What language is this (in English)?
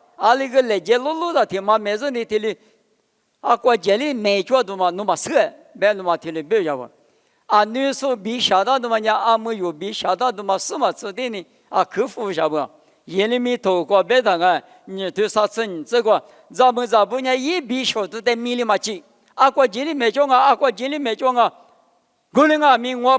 Lisu